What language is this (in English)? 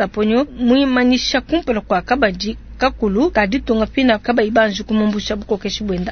Luba-Lulua